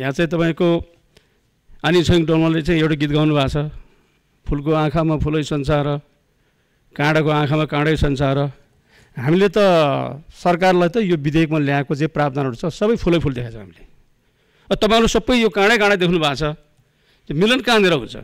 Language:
Nepali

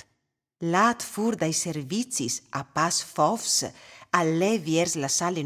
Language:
Friulian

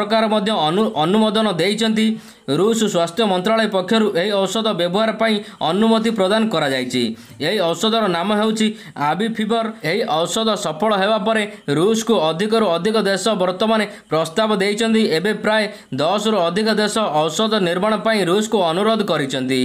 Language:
Odia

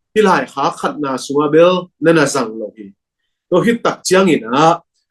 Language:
Tedim Chin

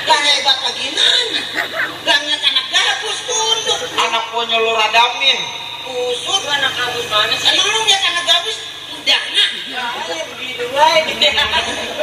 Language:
Betawi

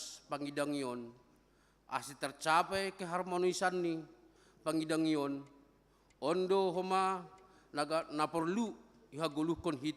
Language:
Batak Simalungun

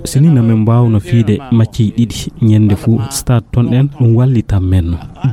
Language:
Fula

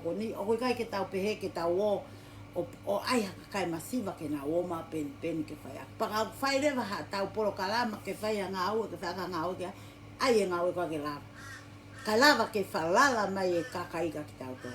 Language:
Tongan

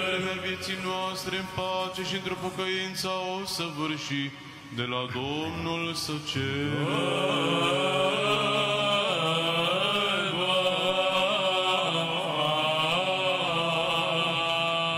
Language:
Romanian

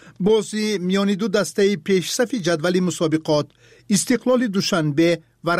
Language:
Tajik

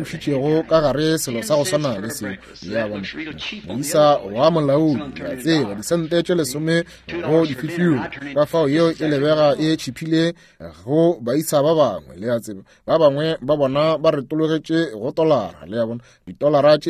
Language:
Northern Sotho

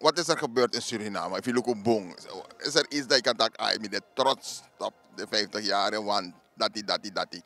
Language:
Sranan Tongo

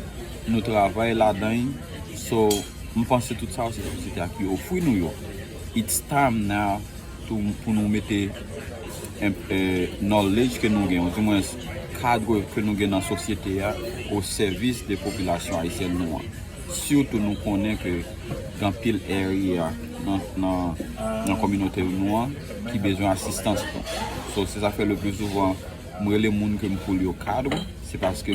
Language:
Haitian Creole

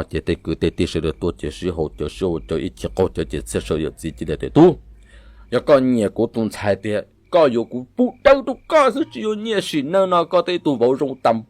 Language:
Hmong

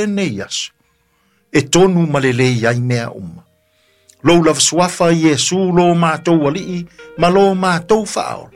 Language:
Samoan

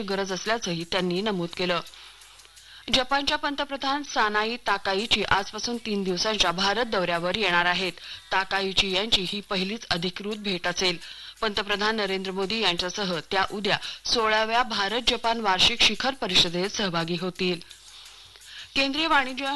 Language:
Marathi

